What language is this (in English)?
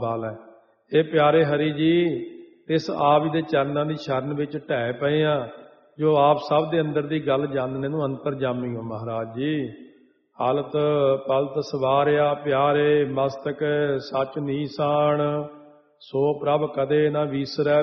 Punjabi